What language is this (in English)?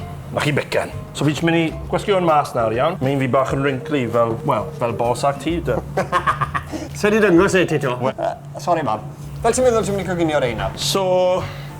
Welsh